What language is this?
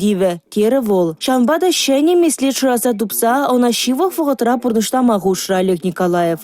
Chuvash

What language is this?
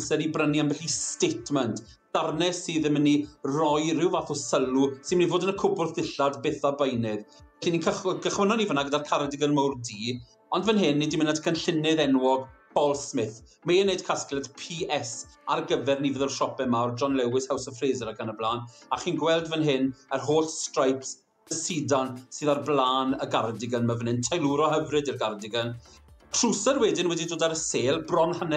Welsh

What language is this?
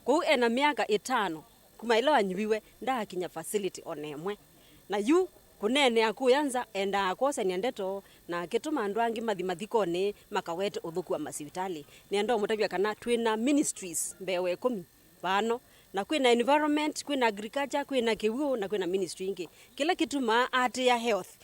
Kamba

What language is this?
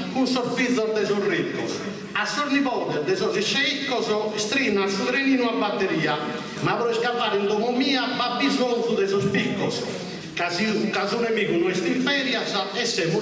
Sardinian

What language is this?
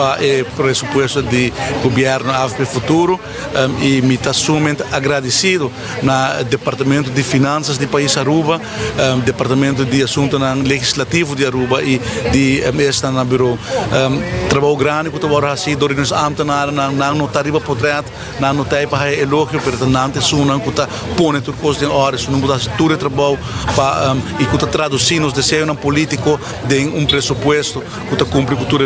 Papiamento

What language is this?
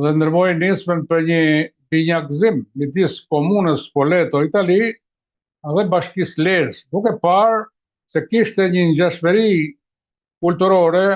Albanian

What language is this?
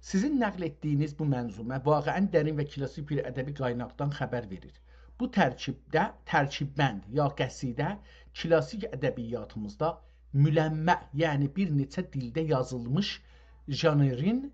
South Azerbaijani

